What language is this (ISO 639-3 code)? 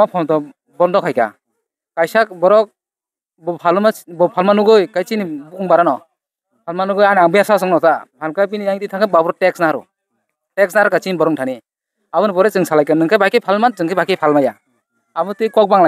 trp